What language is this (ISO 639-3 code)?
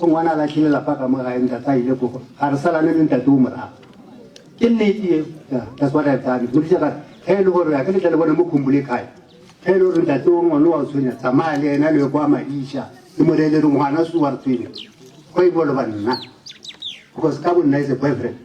nso